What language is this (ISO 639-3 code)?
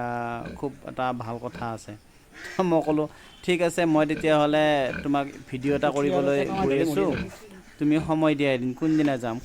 asm